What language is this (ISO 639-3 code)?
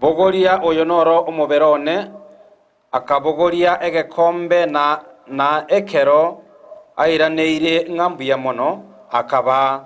guz